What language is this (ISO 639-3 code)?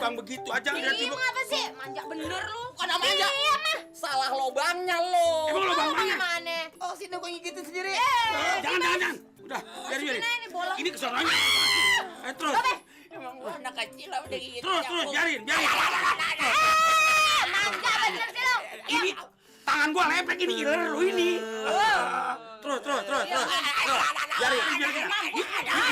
bew